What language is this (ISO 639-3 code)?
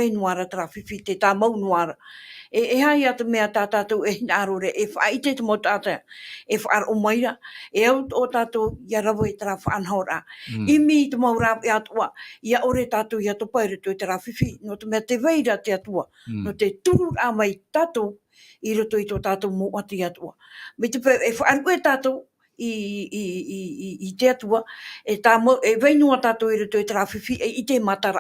tah